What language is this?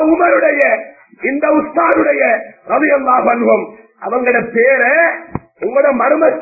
Tamil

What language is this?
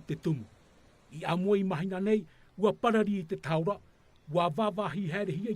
Tahitian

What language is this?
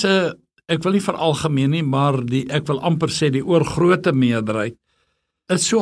Afrikaans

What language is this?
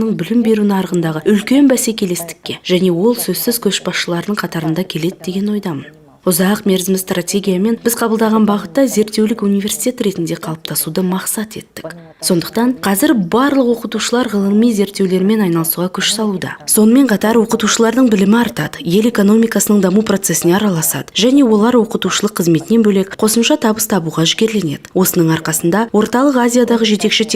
Kazakh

